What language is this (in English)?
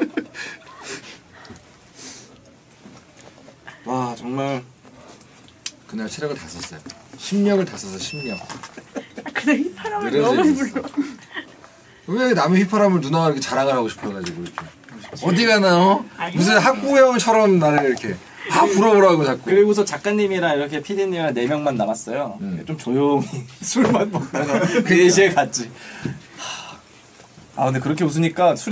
Korean